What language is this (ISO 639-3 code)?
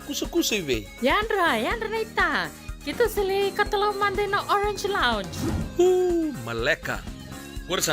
fij